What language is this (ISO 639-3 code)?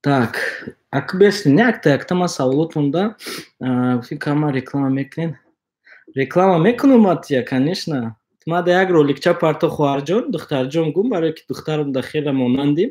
tgk